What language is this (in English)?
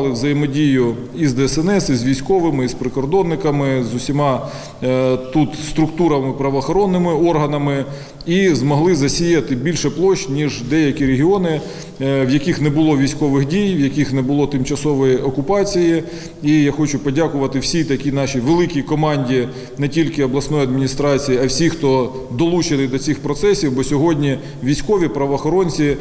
Ukrainian